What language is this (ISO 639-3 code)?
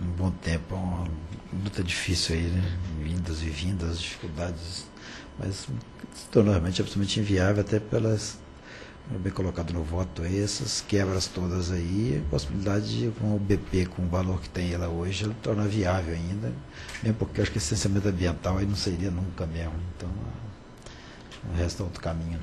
por